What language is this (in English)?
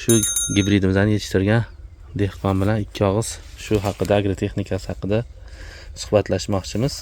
Uzbek